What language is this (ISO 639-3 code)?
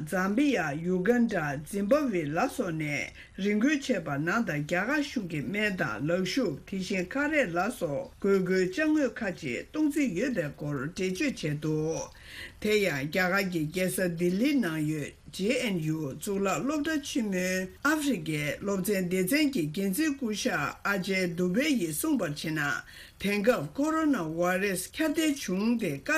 bod